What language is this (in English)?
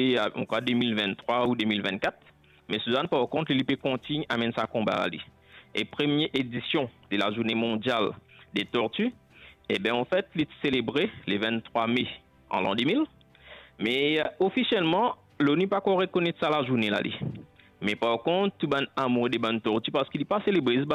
Morisyen